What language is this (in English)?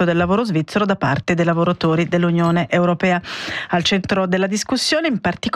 Italian